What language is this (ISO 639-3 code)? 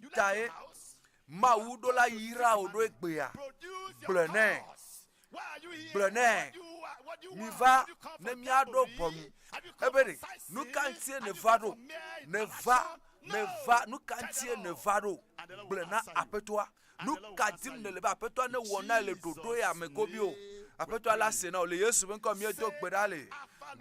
ewe